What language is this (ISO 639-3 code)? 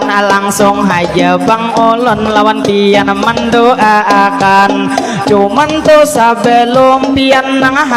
bjn